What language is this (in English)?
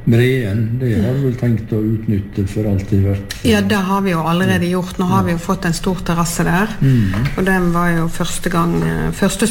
Norwegian